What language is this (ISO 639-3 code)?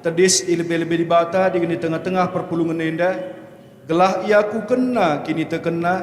btx